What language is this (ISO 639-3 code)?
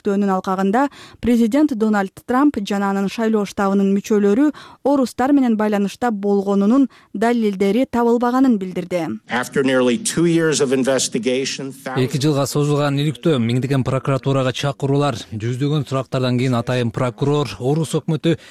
kir